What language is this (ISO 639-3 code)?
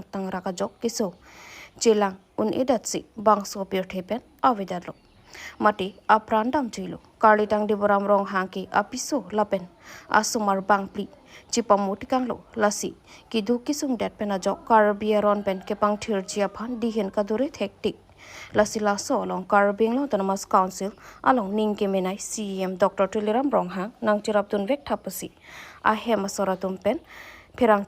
mjw